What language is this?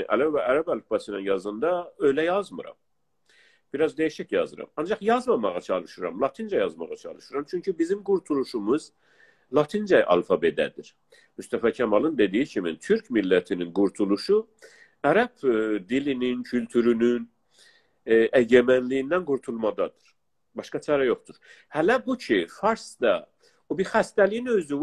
South Azerbaijani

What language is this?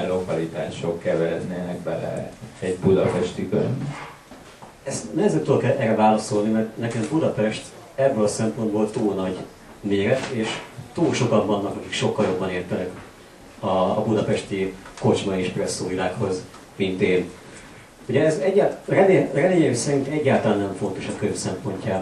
Hungarian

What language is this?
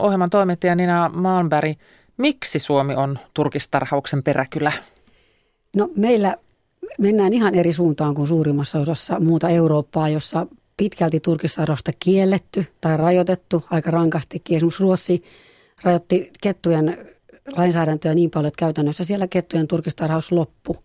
Finnish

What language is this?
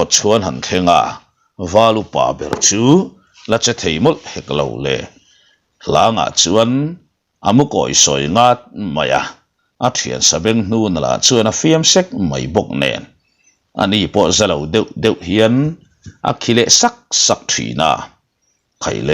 Mizo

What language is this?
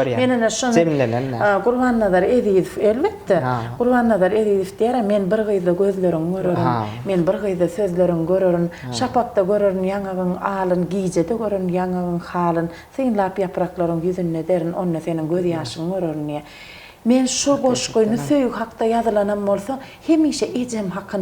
Turkmen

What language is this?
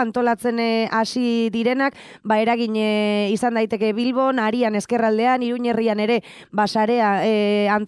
Basque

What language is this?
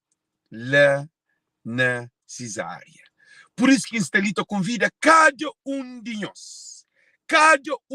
Kabuverdianu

